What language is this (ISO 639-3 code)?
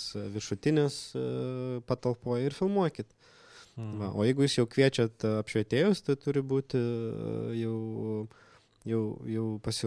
lit